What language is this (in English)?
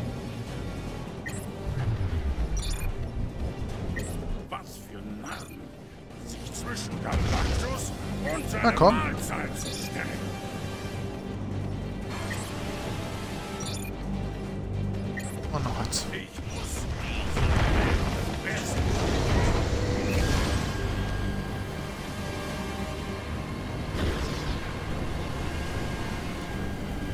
German